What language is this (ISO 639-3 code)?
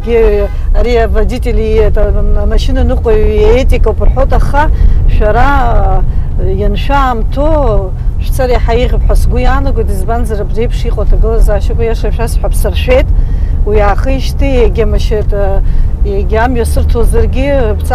abk